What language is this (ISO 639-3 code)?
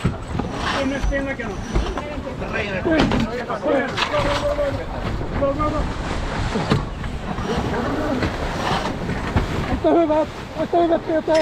swe